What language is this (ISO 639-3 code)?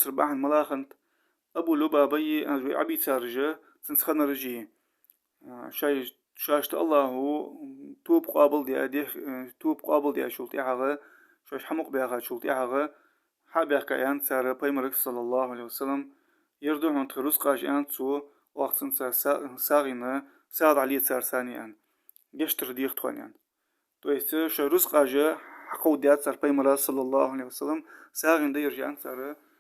inh